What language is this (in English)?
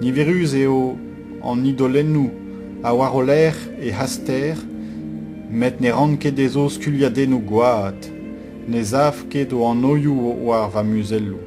Breton